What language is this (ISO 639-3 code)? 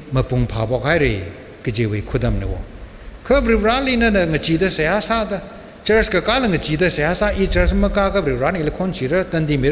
nmf